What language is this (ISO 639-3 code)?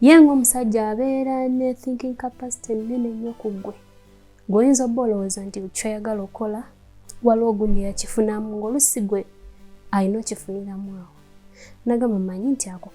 lug